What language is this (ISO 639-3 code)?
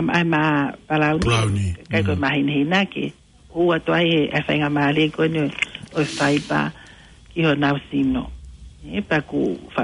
ton